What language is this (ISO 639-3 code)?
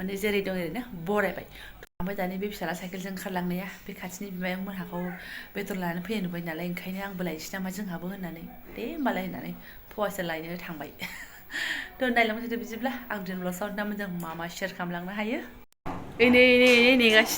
brx